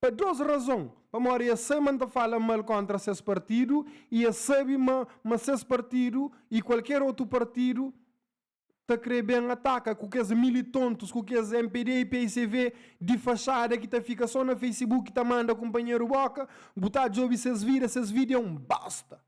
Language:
Kabuverdianu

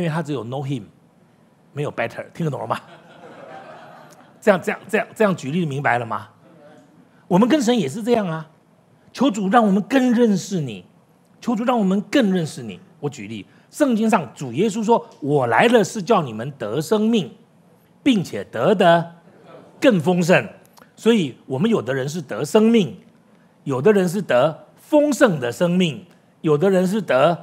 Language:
Chinese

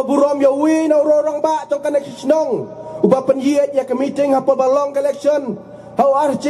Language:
Khasi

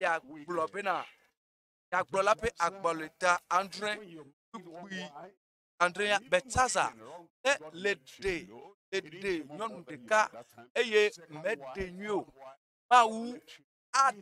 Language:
Ewe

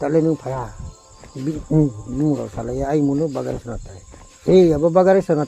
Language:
Riang (India)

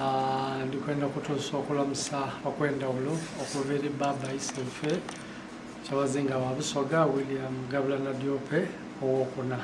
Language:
Soga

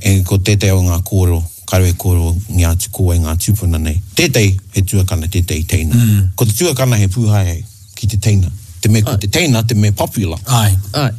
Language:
Māori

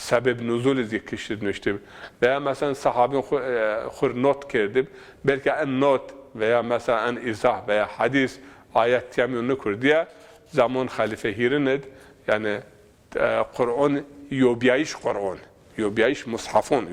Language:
Zaza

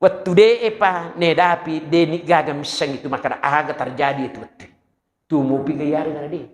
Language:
Buginese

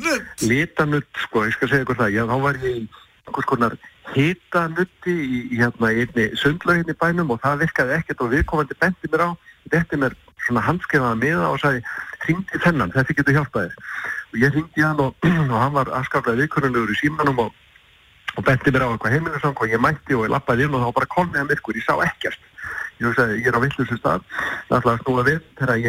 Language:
Icelandic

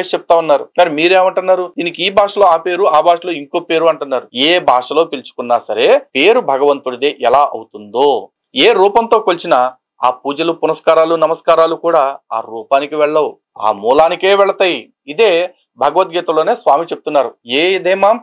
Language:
Telugu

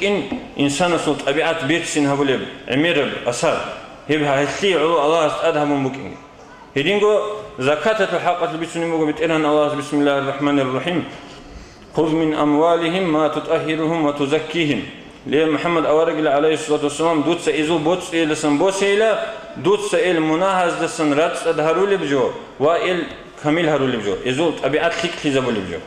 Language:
Avaric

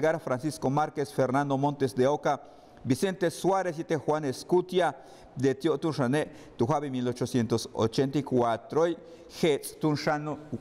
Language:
Yucateco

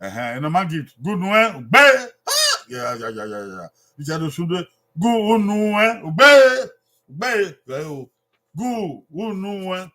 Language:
Bini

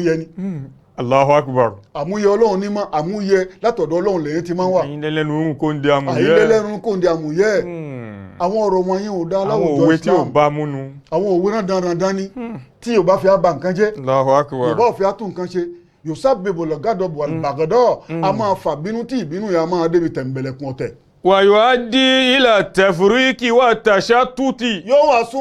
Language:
Yoruba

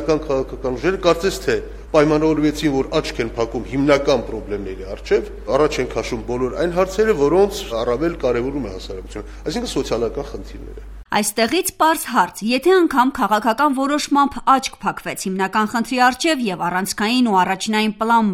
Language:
Armenian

